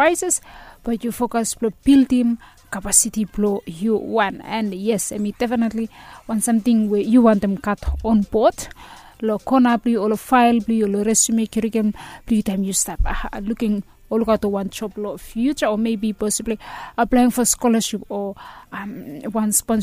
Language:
Bislama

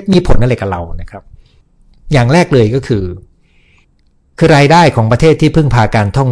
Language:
Thai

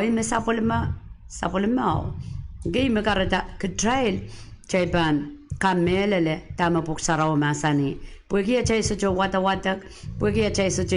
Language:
Pohnpeian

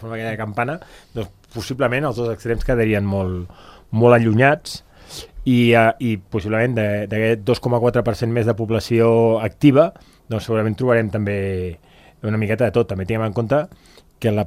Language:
Catalan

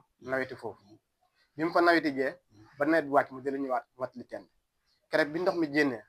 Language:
Wolof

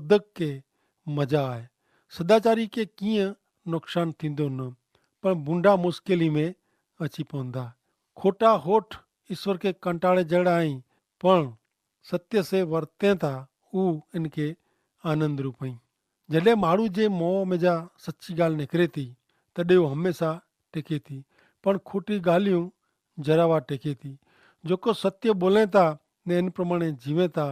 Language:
Kachhi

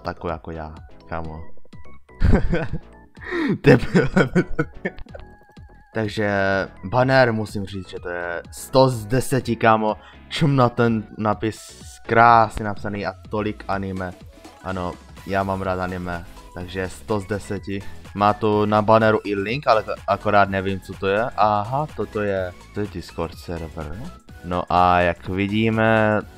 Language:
Czech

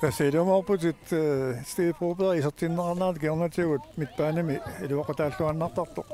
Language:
Kalaallisut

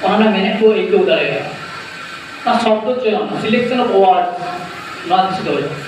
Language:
Santali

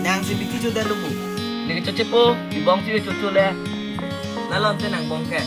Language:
Karbi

